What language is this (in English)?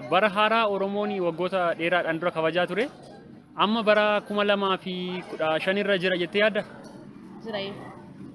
Oromo